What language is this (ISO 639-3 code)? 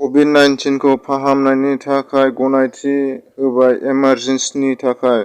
brx